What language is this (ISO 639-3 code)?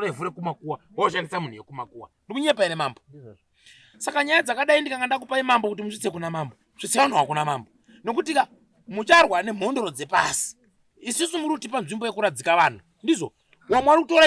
sna